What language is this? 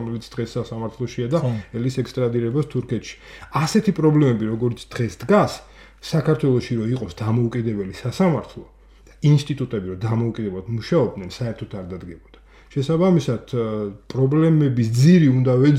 Georgian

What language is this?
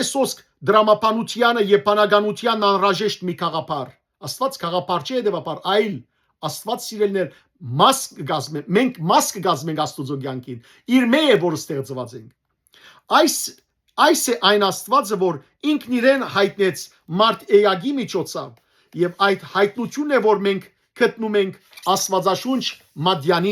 Western Armenian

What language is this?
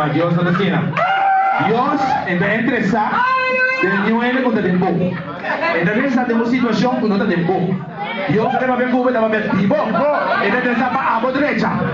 Papiamento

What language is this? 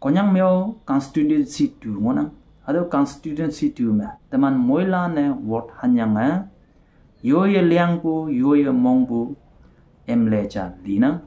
Konyak Naga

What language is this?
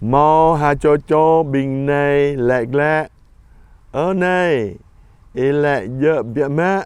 Jarai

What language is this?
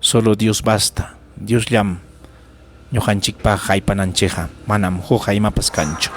Ayacucho Quechua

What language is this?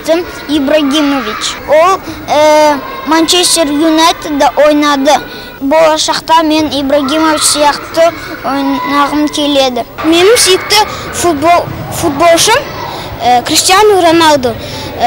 Kazakh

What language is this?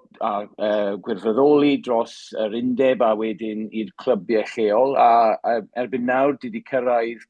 Welsh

